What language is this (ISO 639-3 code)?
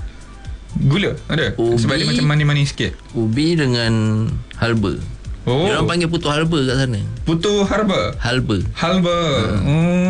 msa